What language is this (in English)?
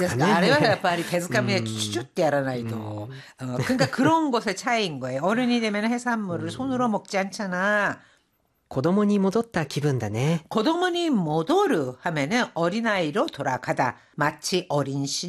Korean